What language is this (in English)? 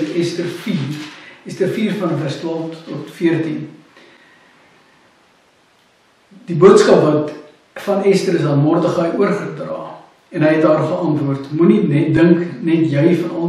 Afrikaans